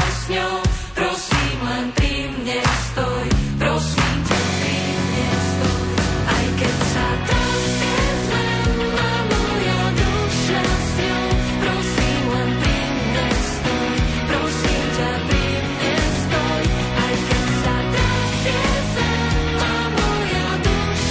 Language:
Slovak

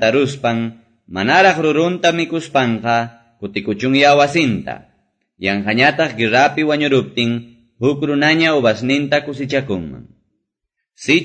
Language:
Quechua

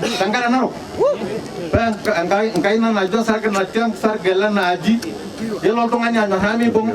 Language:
Masai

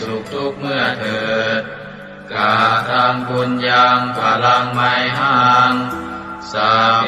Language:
Pali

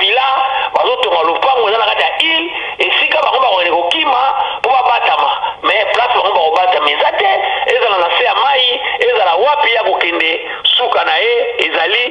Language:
Lingala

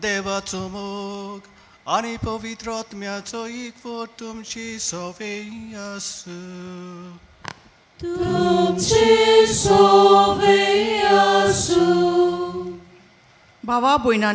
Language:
Konkani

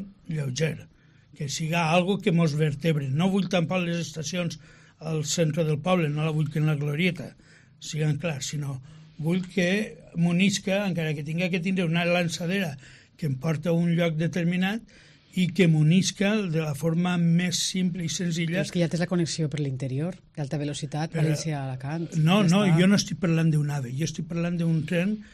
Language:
Catalan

